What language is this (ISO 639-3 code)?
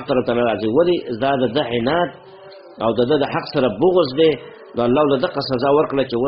pus